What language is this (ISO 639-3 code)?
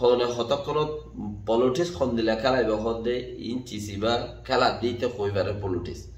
rhg